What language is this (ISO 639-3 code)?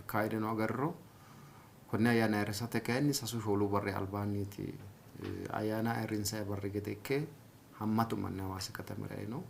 sid